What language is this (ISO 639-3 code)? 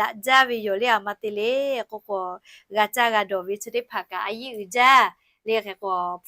lhu